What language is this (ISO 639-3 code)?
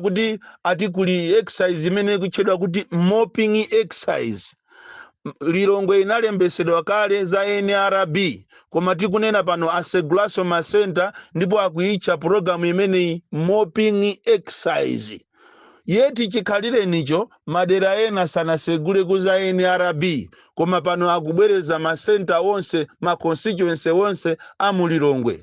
nya